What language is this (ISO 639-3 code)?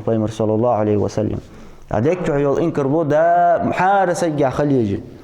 inh